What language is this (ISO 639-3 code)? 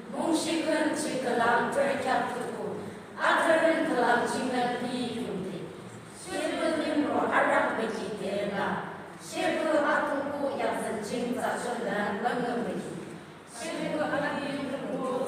yim